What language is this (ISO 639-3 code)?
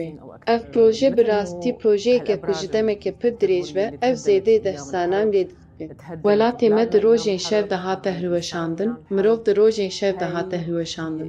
kur